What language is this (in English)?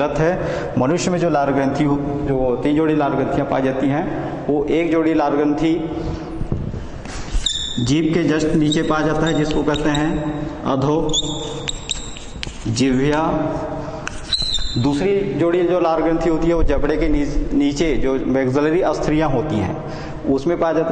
Hindi